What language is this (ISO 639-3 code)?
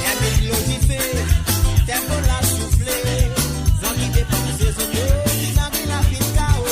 mfe